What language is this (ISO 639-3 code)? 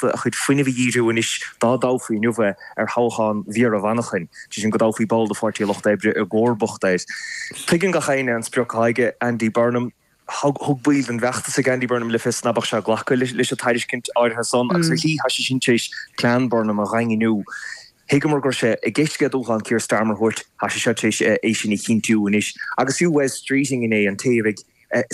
gle